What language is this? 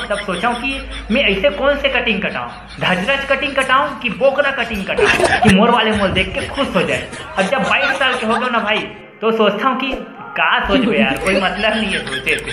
Chhattisgarhi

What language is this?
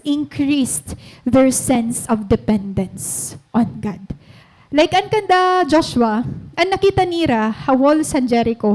Waray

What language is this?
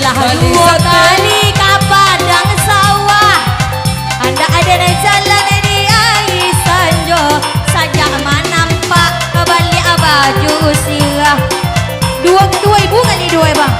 Minangkabau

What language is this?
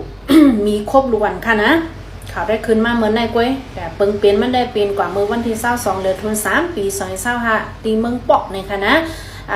Shan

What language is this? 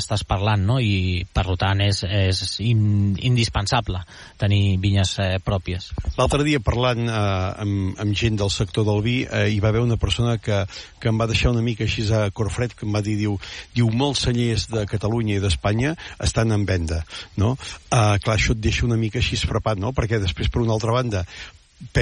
Catalan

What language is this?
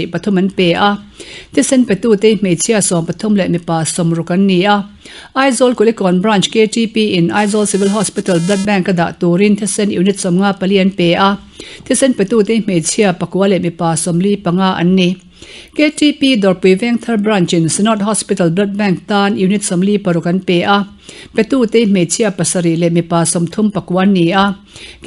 Mizo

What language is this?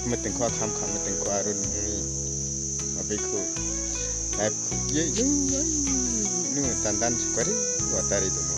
Kok Borok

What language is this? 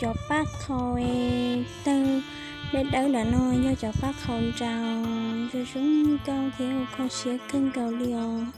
Hmong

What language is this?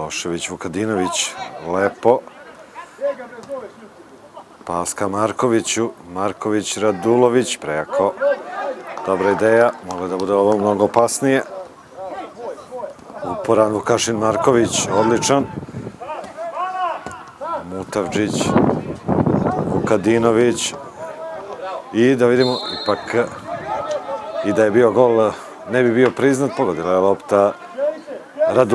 Serbian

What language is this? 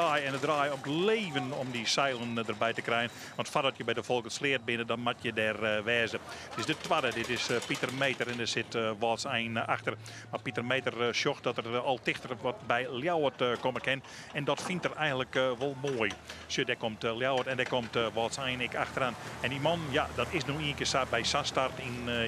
Western Frisian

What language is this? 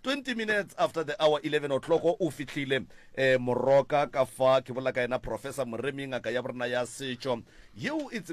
Northern Sotho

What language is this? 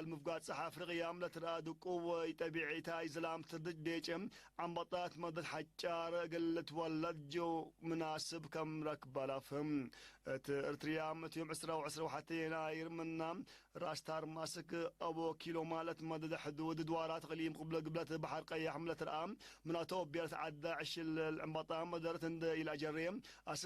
Tigre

